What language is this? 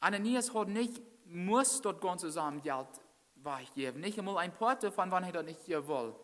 Plautdietsch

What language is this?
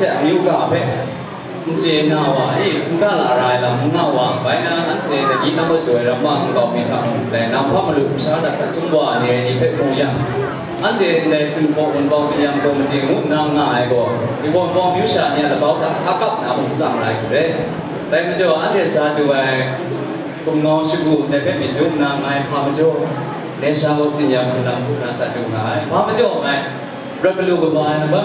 Kachin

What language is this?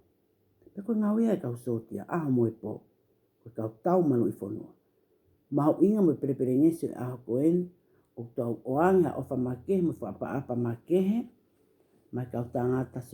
Tongan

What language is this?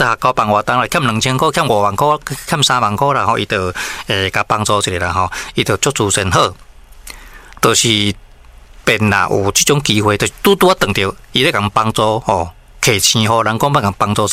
Min Nan Chinese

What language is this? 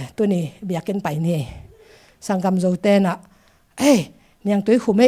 Tedim Chin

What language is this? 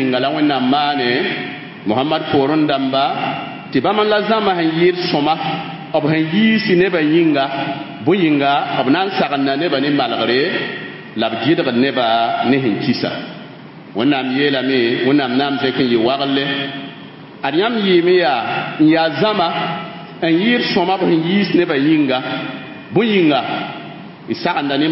Mossi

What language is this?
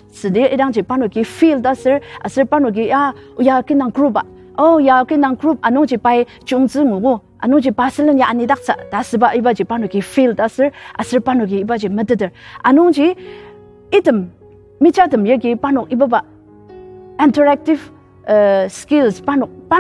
Ao Naga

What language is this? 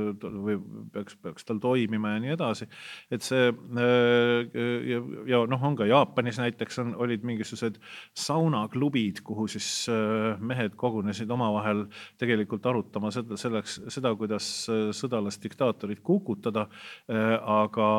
Estonian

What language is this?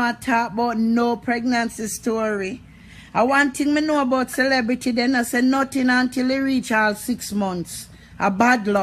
Jamaican Creole English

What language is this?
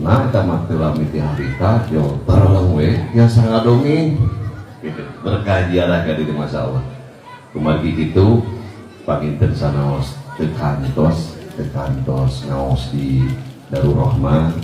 Sundanese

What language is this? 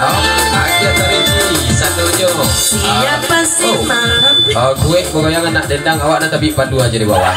Minangkabau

